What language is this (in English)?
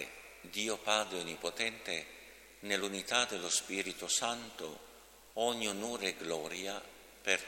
Italian